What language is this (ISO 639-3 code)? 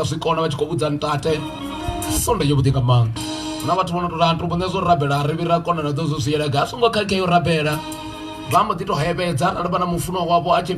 ven